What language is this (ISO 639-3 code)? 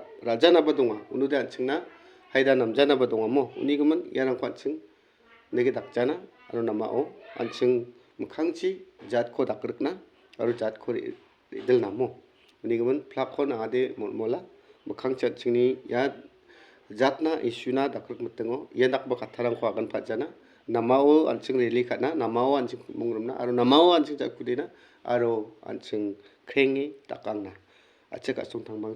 grt